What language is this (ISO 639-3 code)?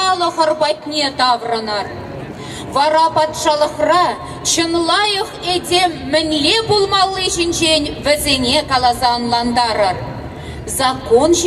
chv